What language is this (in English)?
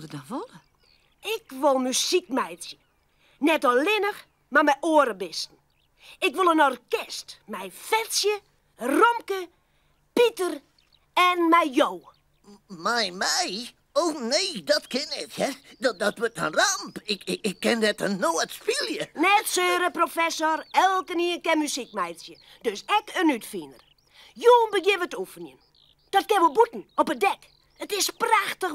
Western Frisian